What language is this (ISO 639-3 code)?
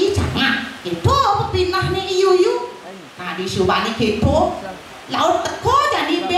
ban